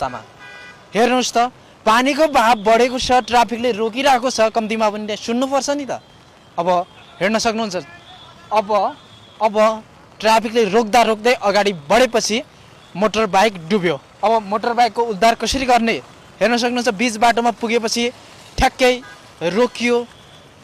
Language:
Nepali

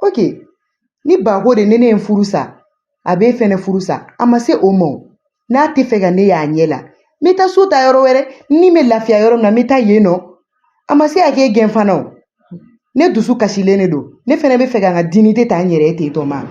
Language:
Bambara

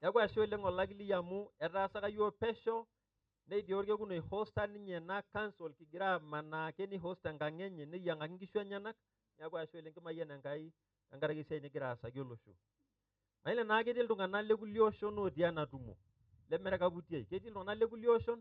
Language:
Masai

